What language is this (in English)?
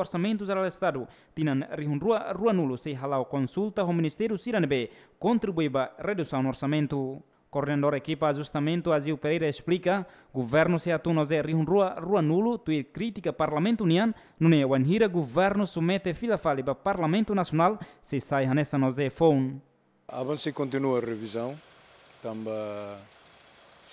Tetum